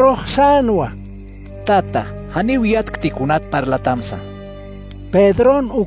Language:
Aymara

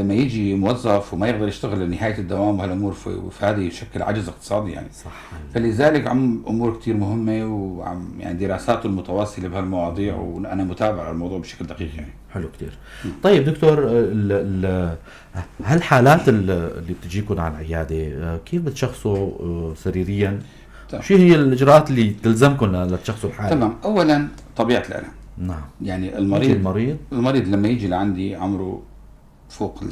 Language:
North Levantine Arabic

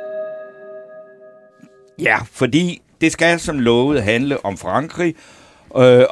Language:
Danish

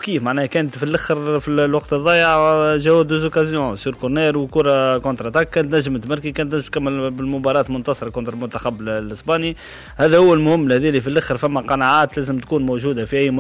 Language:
Tunisian Arabic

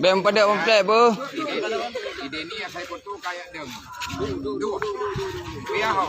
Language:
Achinese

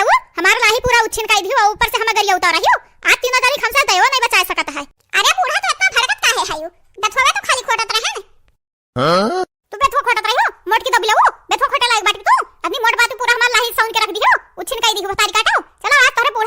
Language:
Awadhi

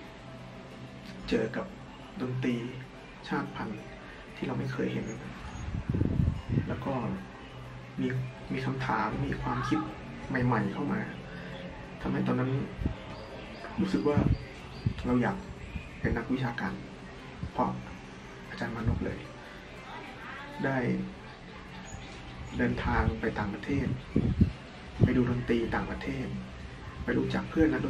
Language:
Thai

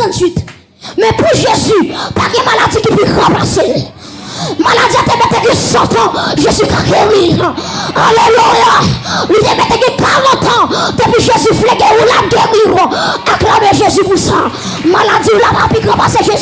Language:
Haitian Creole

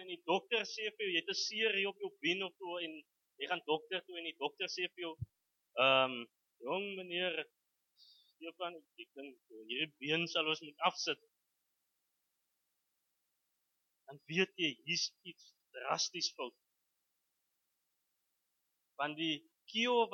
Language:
Afrikaans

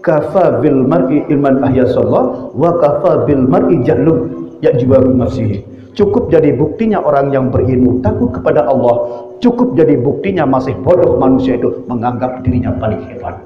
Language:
Sasak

